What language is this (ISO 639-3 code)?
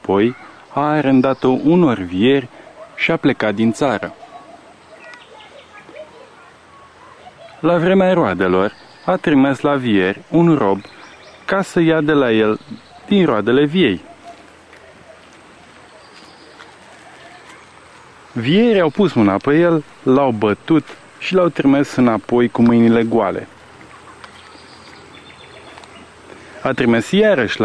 ron